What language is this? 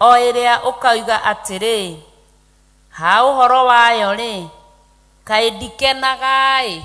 Kikuyu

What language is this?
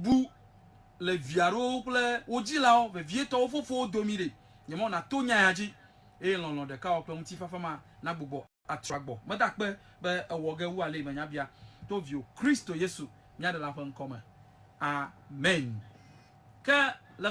Ewe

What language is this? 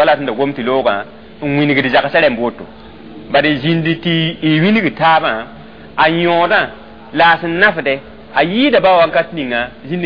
Mossi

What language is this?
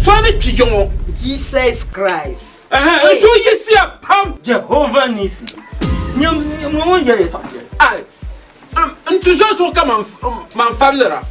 Dagbani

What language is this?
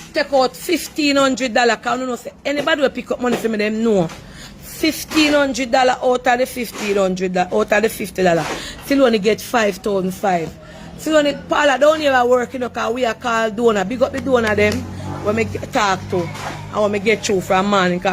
Jamaican Creole English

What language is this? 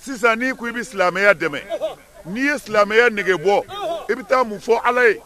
Bambara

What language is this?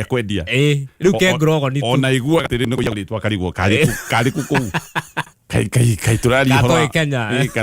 Kikuyu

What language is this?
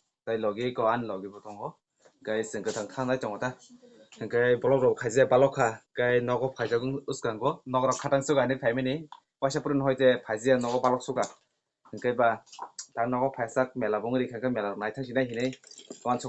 Kok Borok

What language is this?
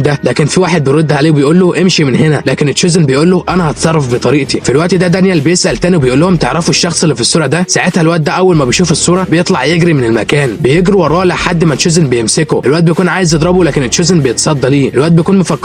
Egyptian Arabic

